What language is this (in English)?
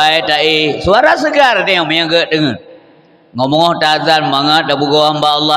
Achinese